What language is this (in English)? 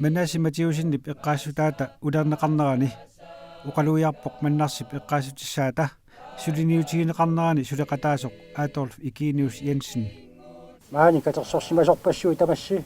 Kalaallisut